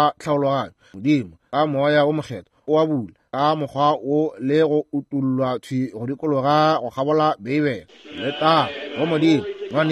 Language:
Northern Sotho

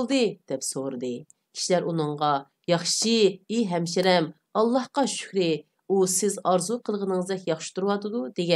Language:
Uyghur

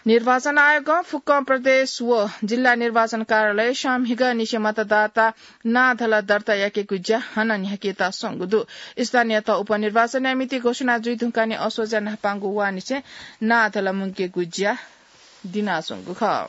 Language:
Newari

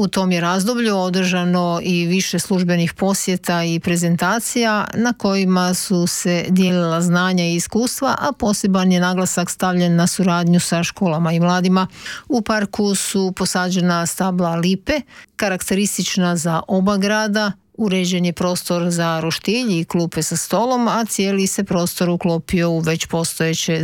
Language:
Croatian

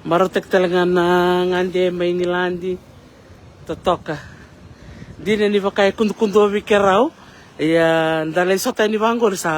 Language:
Fijian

